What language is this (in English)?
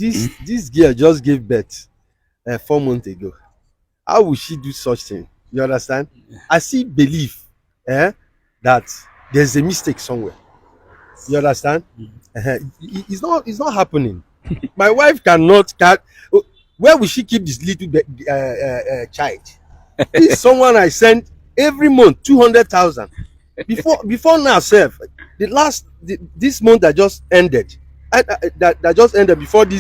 Nigerian Pidgin